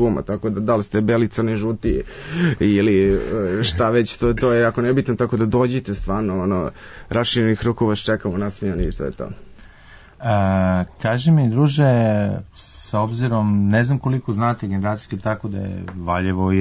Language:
Serbian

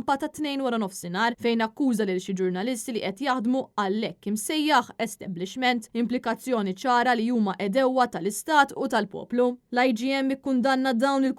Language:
Maltese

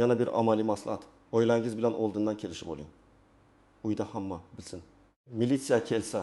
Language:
Uzbek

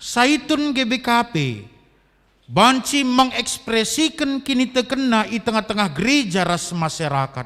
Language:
Batak Karo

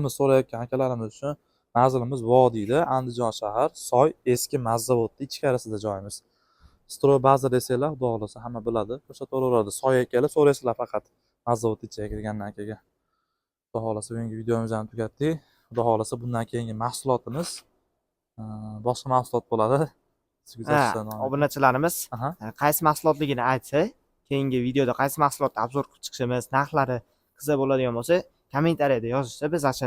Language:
Uzbek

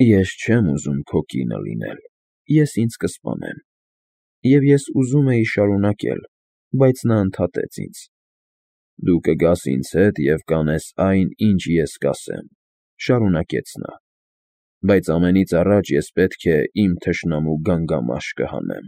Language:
Armenian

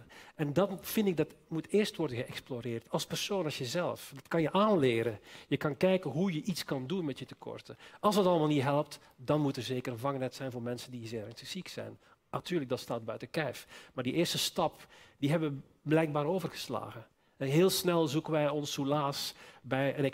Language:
Dutch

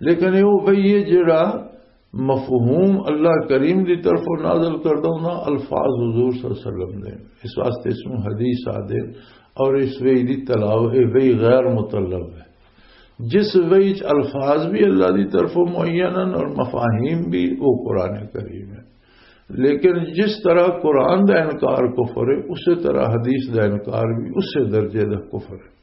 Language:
Western Panjabi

